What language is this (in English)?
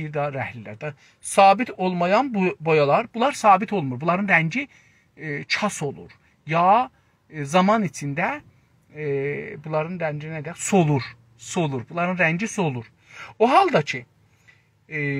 South Azerbaijani